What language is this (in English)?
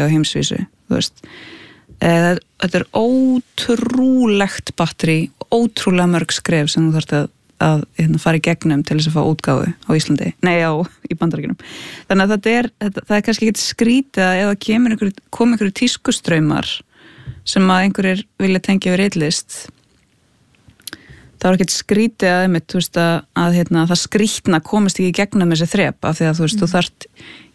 Icelandic